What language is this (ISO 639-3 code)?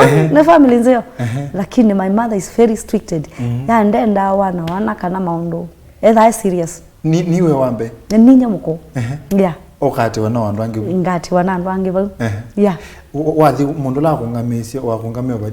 kam